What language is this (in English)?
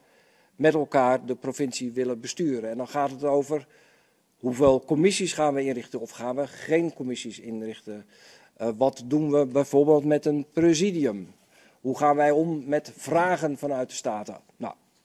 Dutch